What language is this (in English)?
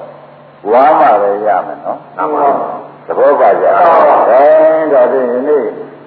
Burmese